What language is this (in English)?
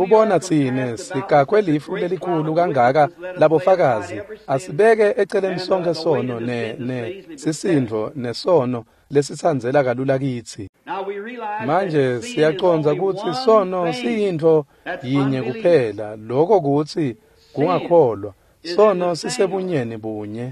Swati